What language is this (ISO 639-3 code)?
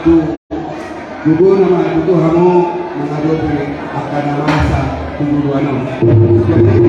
bbc